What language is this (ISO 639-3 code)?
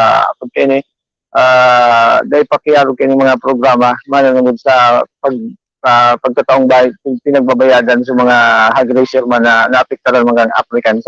bik